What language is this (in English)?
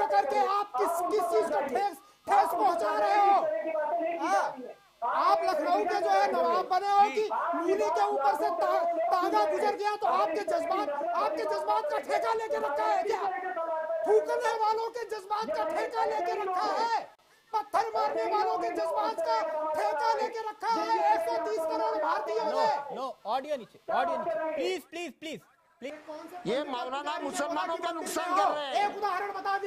Hindi